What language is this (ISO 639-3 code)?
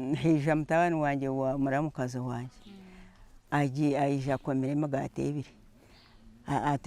nyn